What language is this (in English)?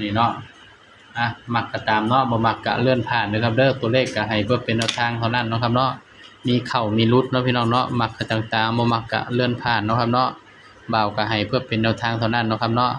Northeastern Thai